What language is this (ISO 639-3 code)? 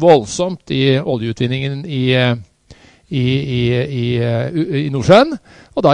nor